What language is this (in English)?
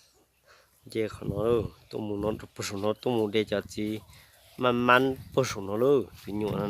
Hmong